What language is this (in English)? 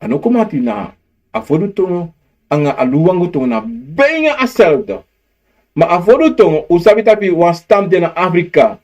Sranan Tongo